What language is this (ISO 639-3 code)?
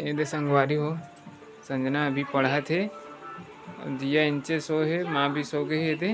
hne